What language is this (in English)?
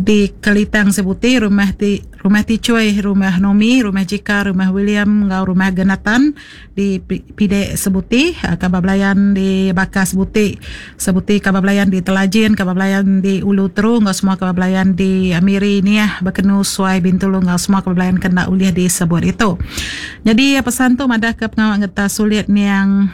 Iban